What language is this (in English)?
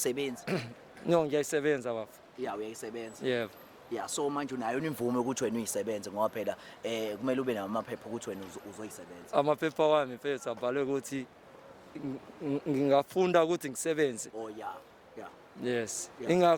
Zulu